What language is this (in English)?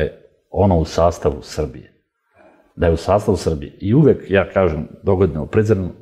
Serbian